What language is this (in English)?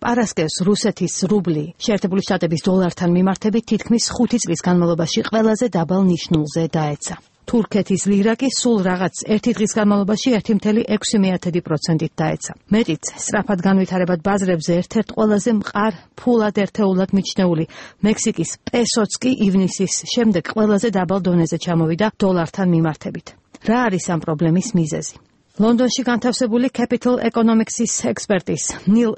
Georgian